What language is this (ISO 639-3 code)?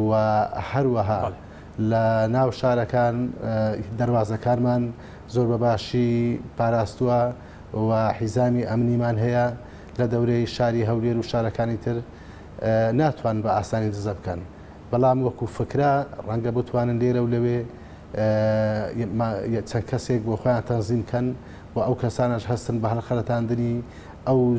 ckb